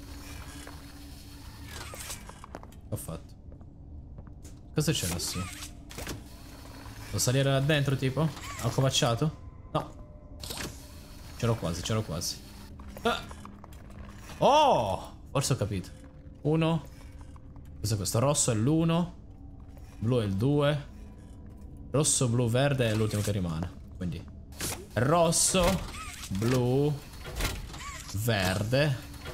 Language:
Italian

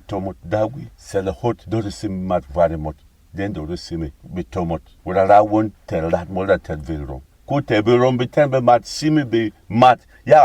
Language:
Berom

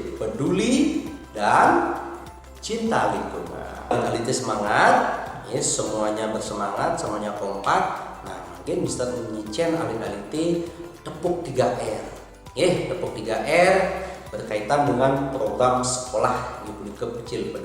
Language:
Balinese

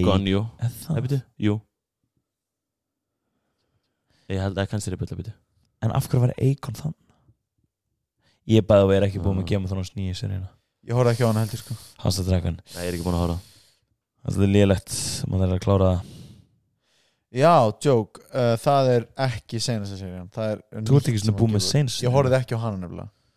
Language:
Icelandic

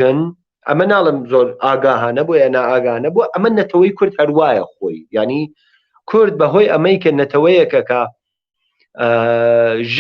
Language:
Central Kurdish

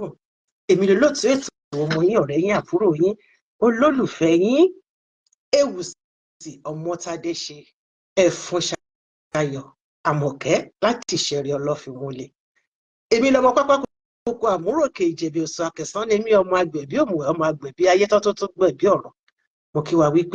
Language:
Yoruba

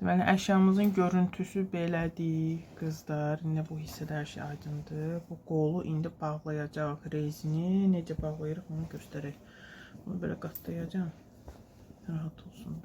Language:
Azerbaijani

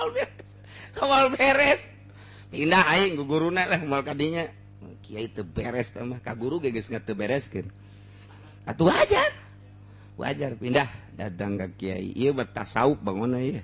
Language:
Sundanese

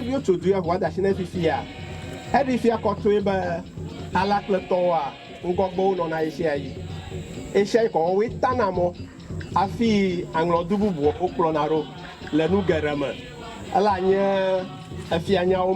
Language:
Ewe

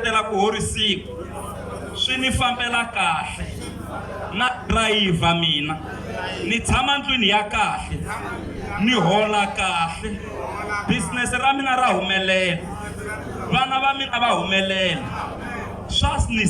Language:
Tsonga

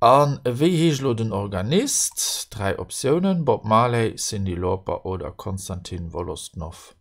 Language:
Luxembourgish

